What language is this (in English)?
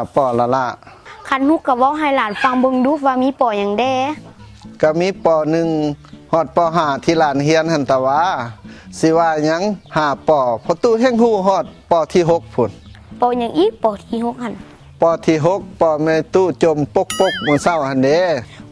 Lao